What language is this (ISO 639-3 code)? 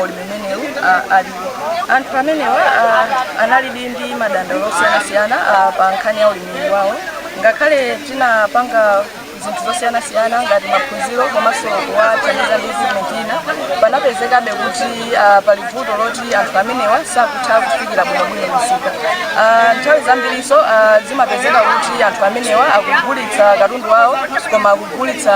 nya